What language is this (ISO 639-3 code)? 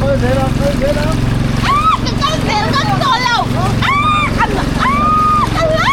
lus